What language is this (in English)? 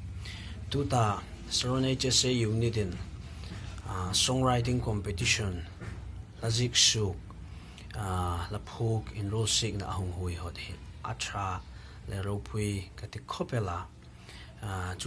Hmar